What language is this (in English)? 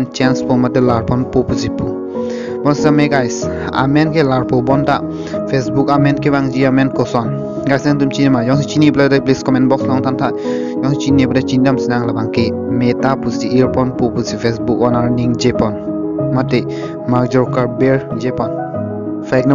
Karbi